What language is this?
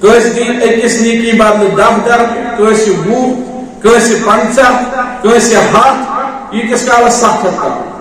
Kashmiri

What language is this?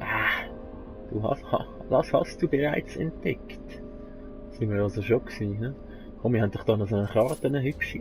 Swiss German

